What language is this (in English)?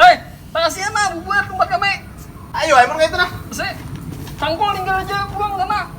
Banjar